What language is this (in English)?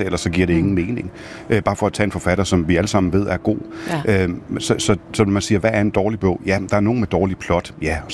Danish